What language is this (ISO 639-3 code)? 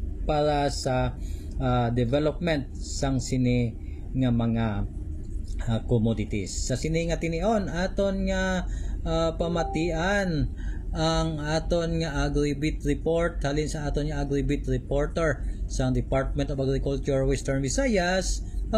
hil